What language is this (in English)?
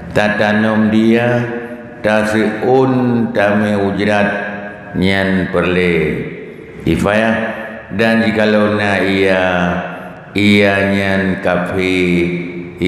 Achinese